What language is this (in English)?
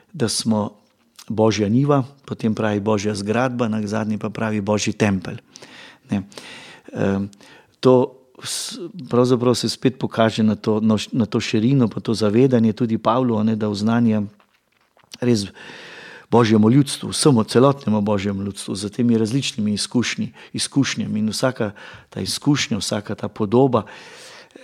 Slovenian